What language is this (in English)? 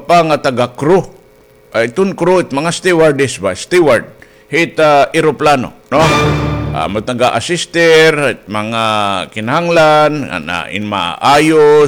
Waray